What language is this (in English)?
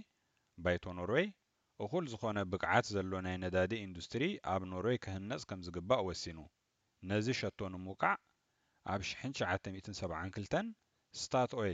Tigrinya